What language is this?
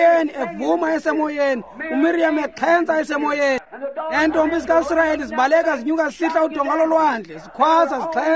Xhosa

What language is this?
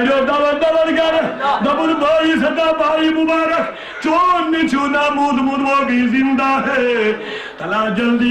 Kashmiri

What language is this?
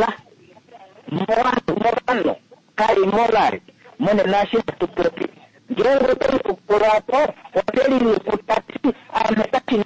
Kuanyama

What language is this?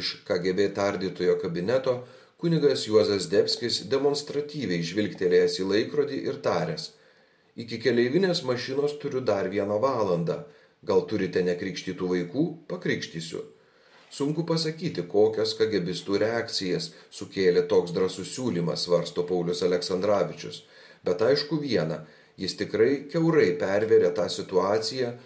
Lithuanian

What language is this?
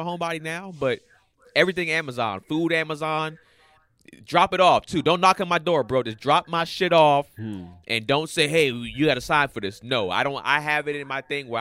English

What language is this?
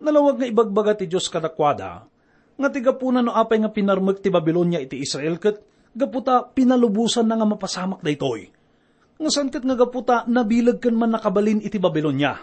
Iloko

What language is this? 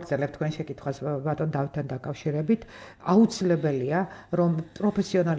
Georgian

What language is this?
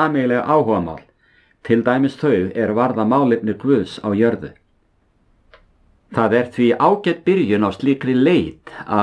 Icelandic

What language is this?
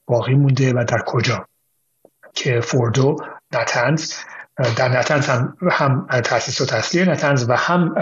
Persian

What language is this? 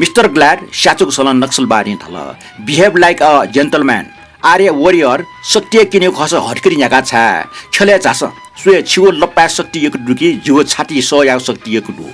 Newari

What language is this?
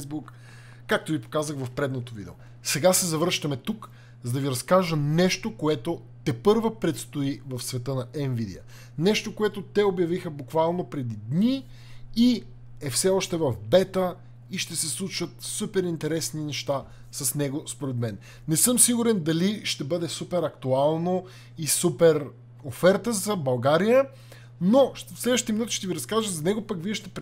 Bulgarian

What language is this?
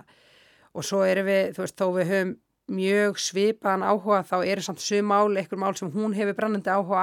Icelandic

